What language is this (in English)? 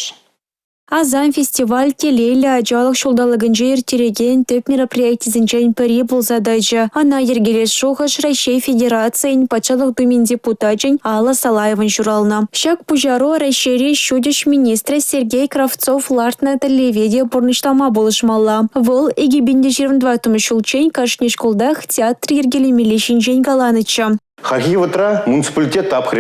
Chuvash